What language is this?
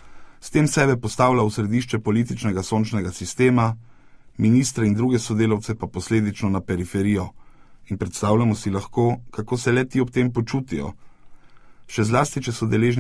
Slovenian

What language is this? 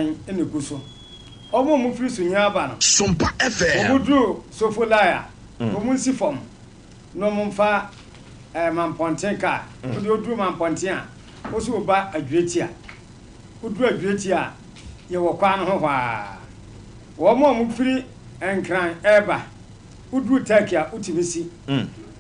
Akan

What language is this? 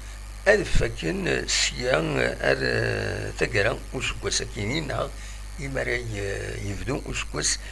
Kabyle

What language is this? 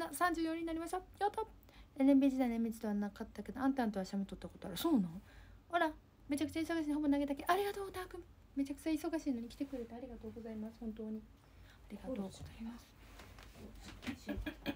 Japanese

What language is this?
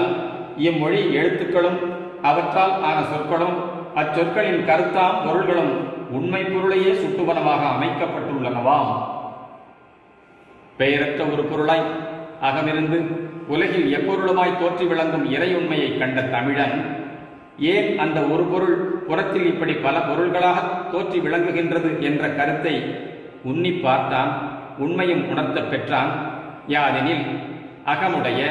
Tamil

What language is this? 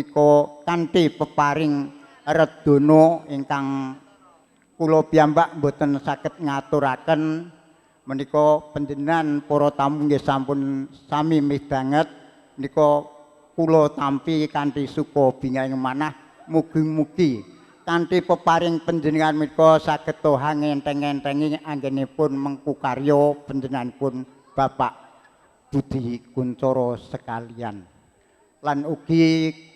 Javanese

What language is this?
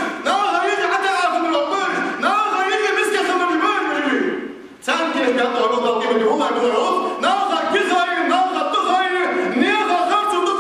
Ingush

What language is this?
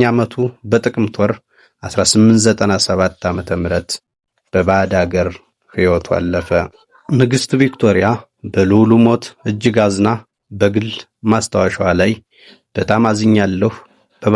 Amharic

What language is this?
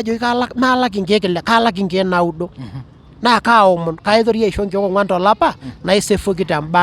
Masai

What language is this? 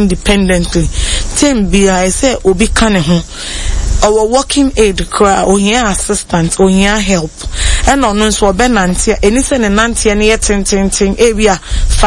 Akan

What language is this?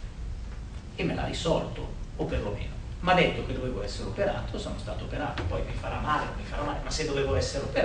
Italian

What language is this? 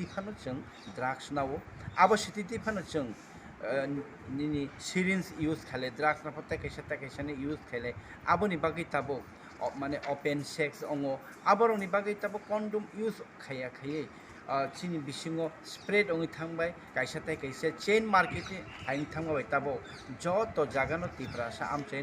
Kok Borok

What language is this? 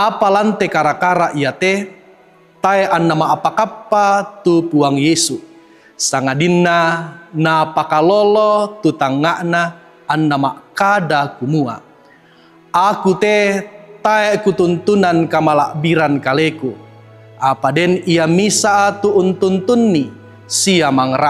Toraja-Sa'dan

